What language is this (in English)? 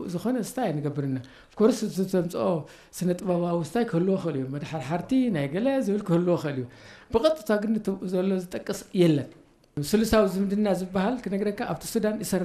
Tigrinya